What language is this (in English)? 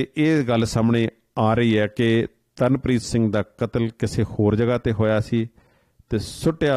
Punjabi